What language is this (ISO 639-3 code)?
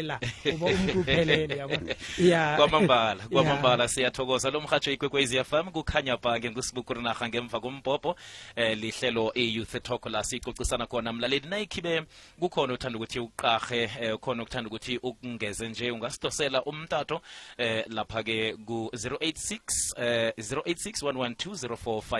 nbl